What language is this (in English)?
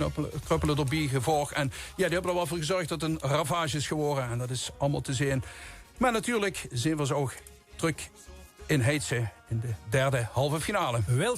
Limburgish